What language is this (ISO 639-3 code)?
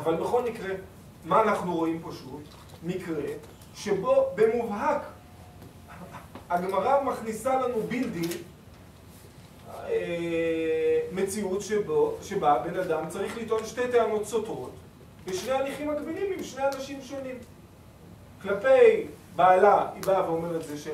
heb